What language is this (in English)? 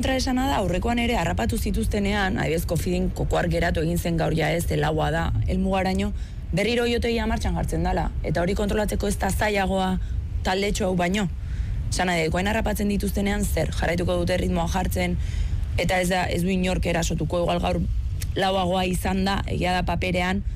Basque